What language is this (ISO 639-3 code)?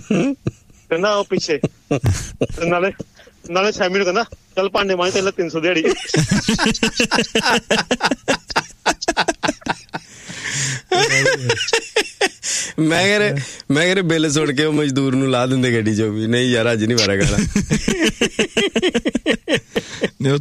pan